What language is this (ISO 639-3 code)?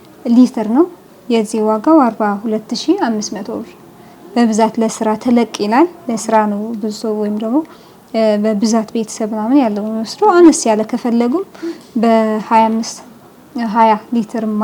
amh